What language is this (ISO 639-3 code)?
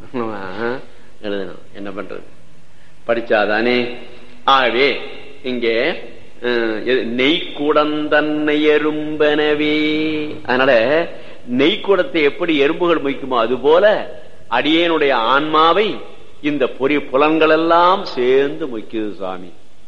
tam